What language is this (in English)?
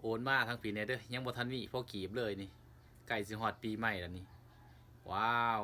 Lao